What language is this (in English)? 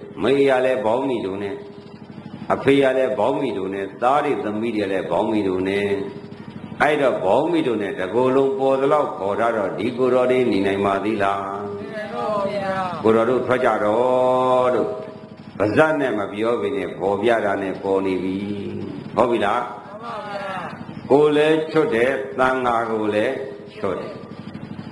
Burmese